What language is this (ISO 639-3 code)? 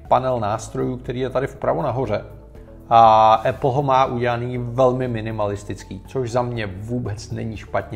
ces